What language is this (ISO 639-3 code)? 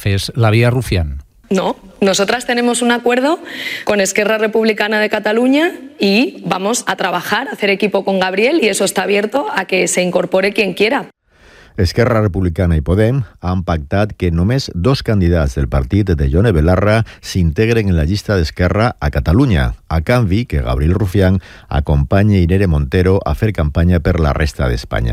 cat